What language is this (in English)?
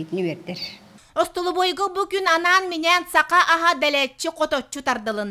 Yakut